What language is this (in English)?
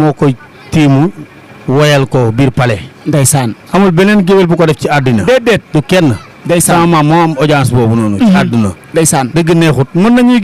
Wolof